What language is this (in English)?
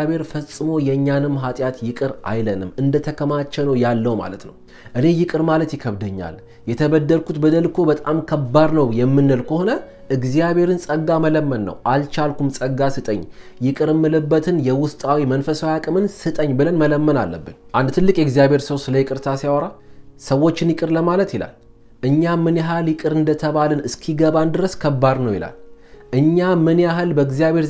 Amharic